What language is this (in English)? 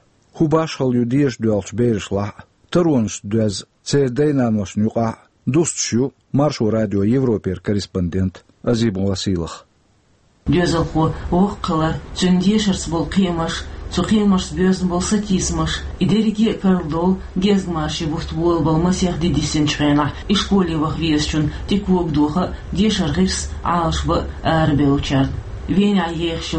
Chechen